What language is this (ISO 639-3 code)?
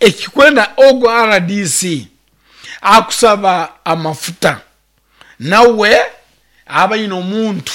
nyn